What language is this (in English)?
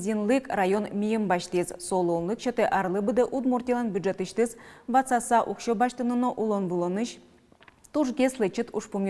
Udmurt